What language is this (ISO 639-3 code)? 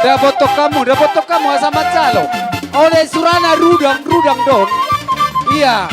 bbc